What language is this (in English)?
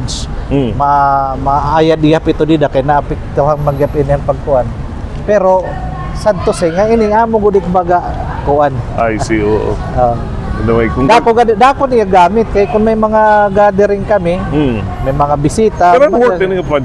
Waray